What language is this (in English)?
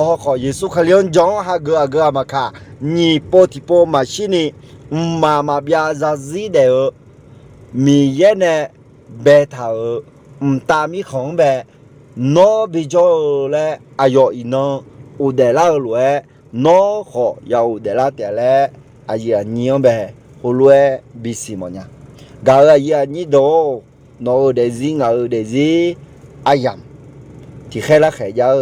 Akha